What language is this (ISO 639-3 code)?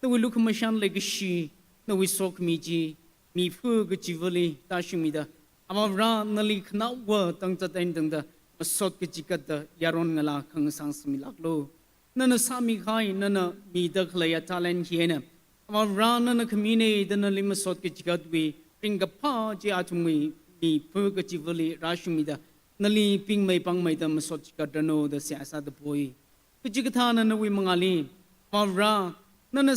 nmf